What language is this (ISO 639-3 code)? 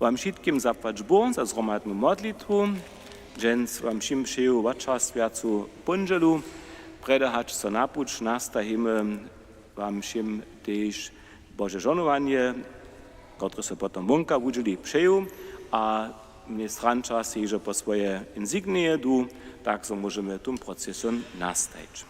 hsb